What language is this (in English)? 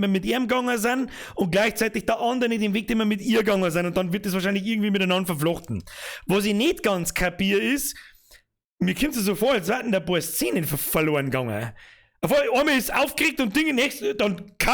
Bavarian